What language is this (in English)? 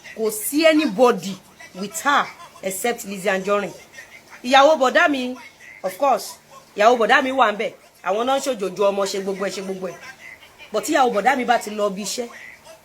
Yoruba